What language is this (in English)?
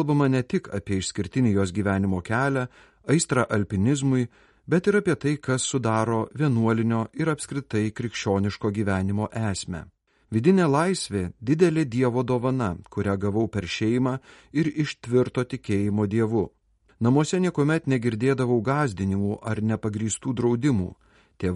Lithuanian